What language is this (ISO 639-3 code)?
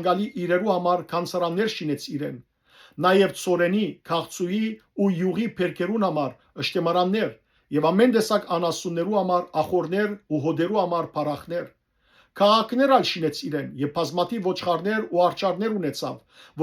hyw